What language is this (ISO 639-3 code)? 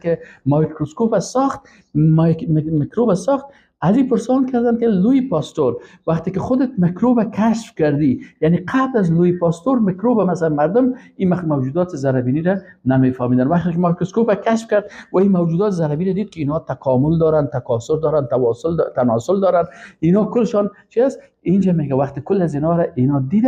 fas